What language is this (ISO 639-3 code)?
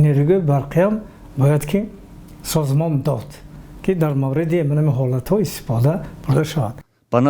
tgk